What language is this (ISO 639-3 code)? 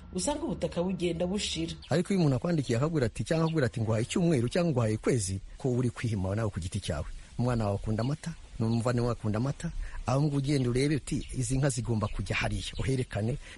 kin